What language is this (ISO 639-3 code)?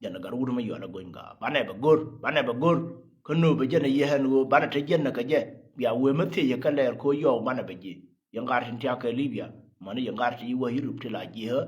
nus